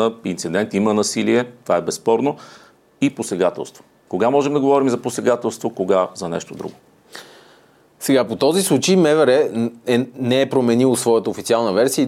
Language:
Bulgarian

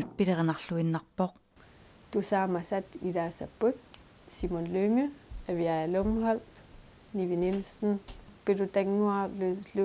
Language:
Kalaallisut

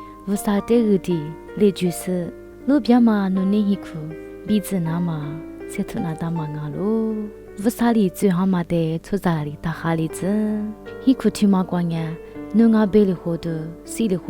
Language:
Lisu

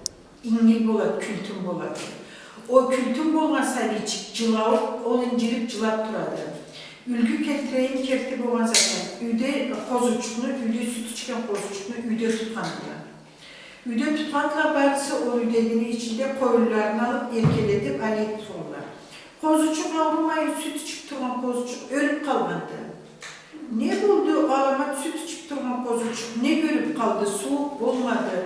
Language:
Karachay-Balkar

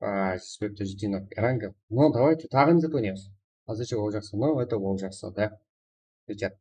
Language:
Kara-Kalpak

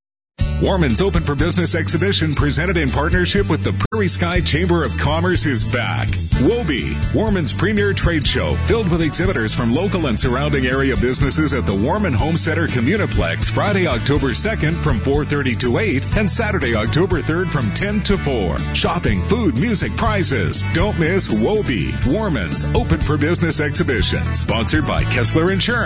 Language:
English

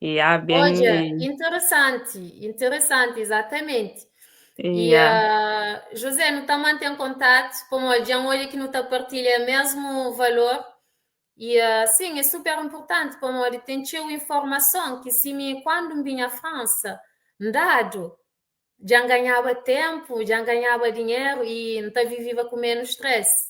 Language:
Kabuverdianu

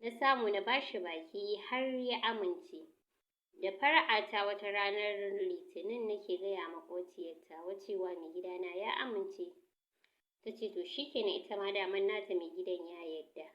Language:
Hausa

